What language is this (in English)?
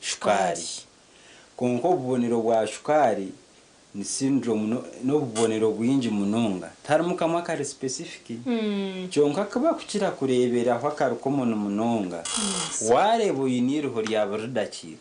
Nyankole